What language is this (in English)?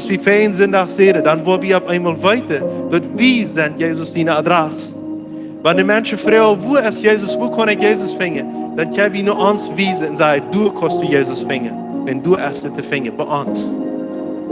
Plautdietsch